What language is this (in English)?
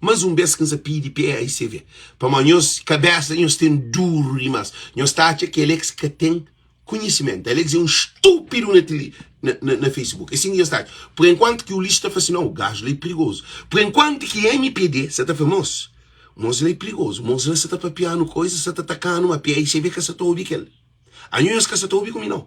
Kabuverdianu